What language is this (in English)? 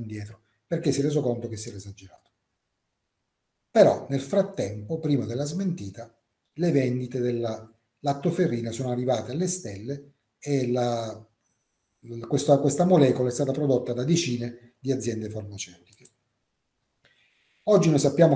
Italian